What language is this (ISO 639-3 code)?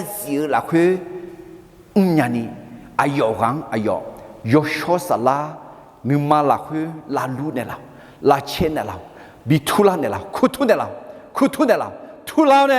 ahk